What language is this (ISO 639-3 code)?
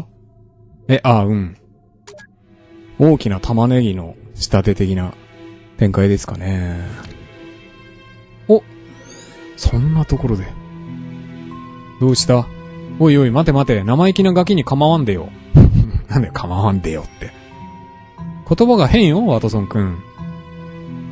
jpn